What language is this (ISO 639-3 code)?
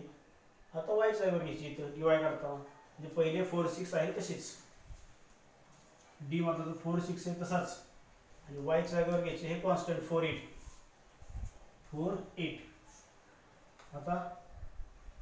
mar